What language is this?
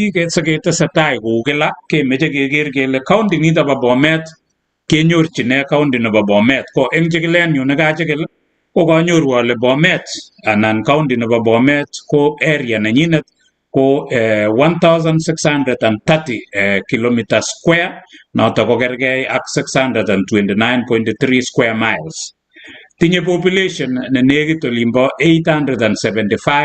Kalenjin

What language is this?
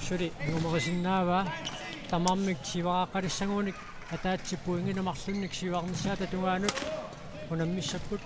Kalaallisut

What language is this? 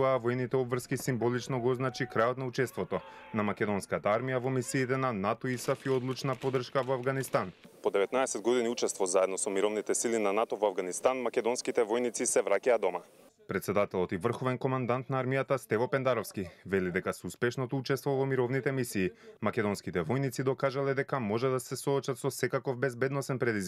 Macedonian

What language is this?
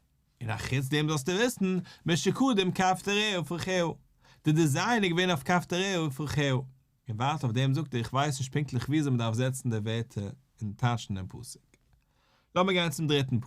Yiddish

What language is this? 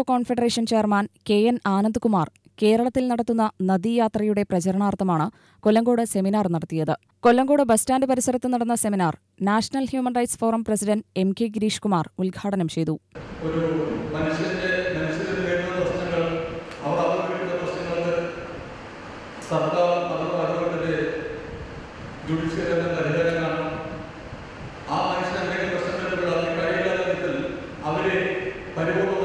Malayalam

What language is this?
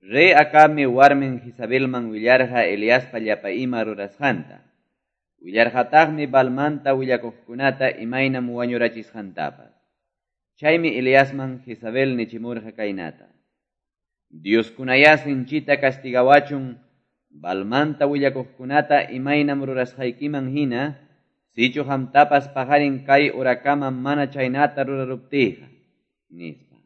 Quechua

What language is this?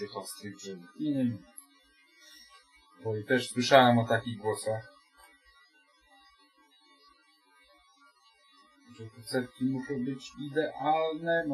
Polish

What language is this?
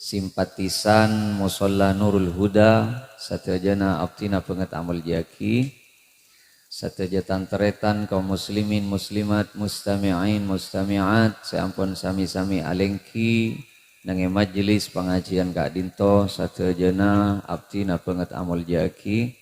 Madurese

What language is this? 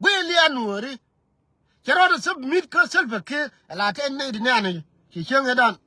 Nuer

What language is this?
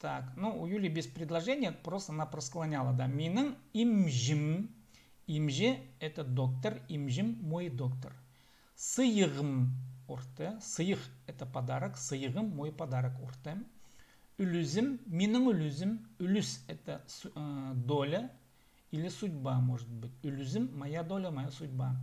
Khakas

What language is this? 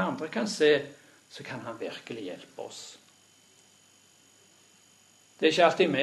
Norwegian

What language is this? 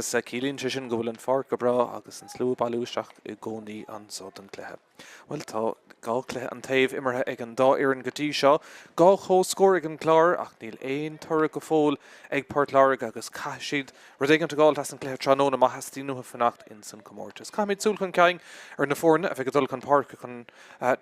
Irish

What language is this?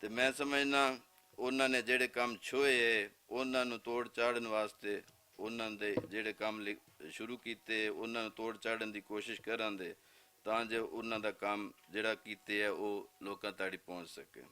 Western Panjabi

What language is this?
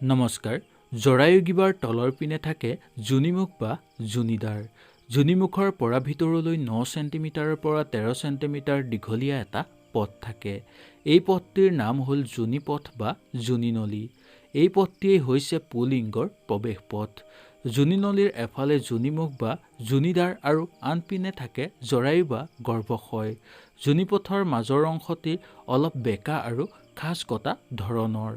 Assamese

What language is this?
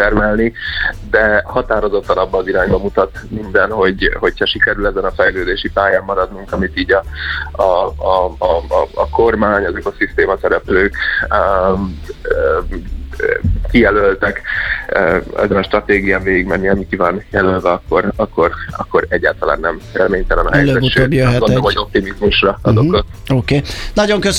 Hungarian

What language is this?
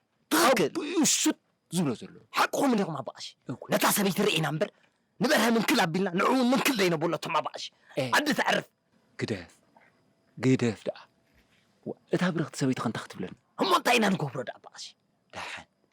Tigrinya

